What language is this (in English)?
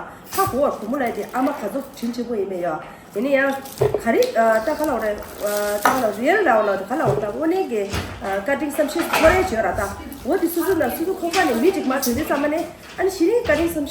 Tibetan